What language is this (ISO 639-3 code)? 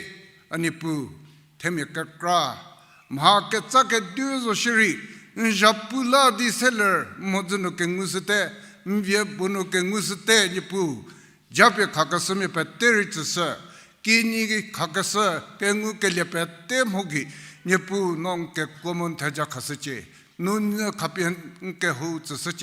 njm